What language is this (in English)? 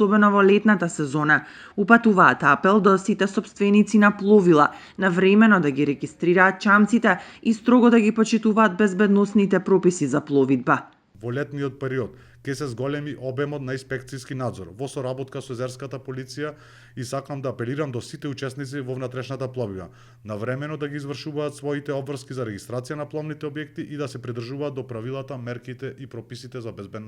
Macedonian